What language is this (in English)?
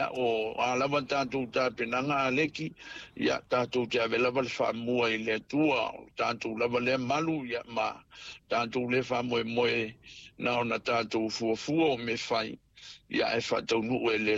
Samoan